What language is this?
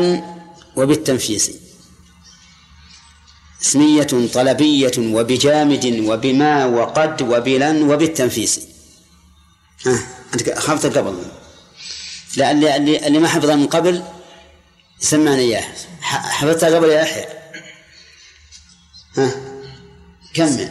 Arabic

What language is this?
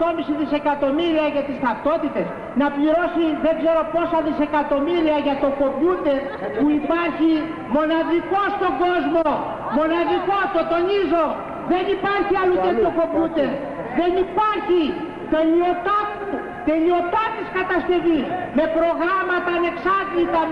Greek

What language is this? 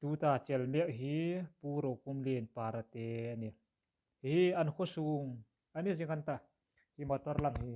Hmar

